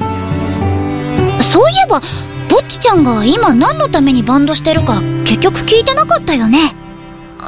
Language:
Japanese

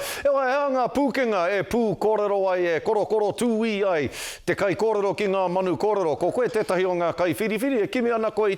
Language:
Māori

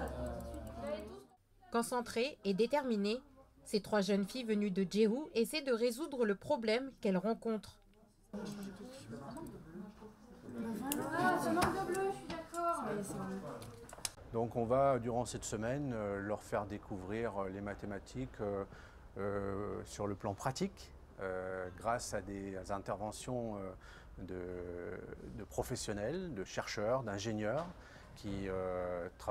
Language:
French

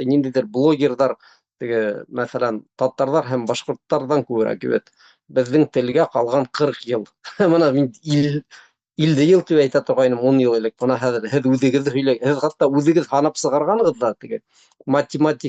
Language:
Bashkir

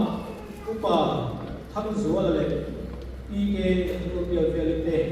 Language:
Mizo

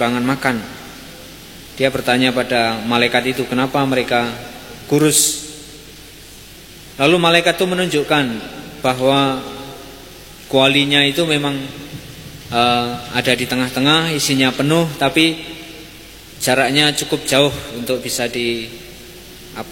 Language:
Indonesian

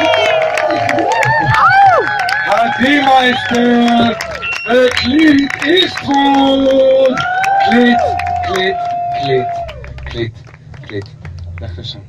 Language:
Hebrew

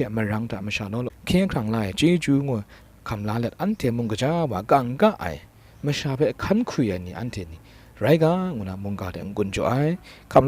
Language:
Kachin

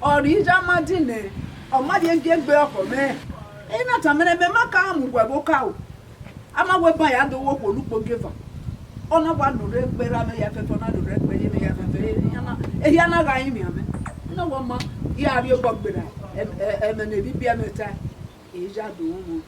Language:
Bini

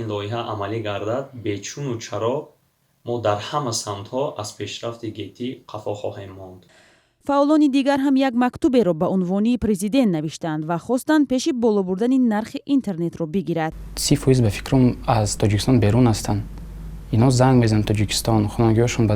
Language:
Tajik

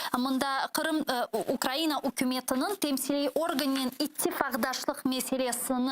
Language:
Crimean Tatar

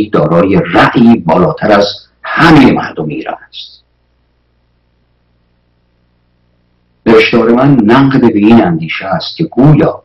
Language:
Persian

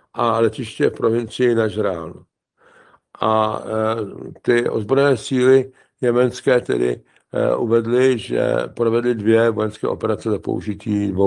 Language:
Czech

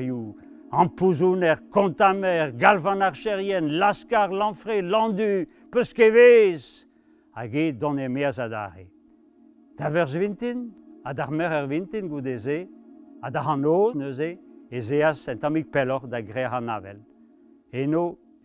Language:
Breton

